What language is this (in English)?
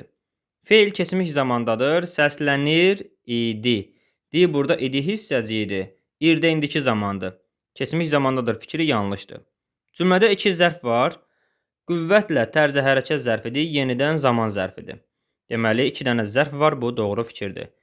Azerbaijani